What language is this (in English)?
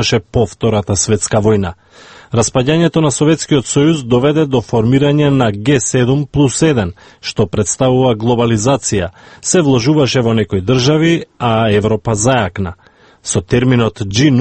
Macedonian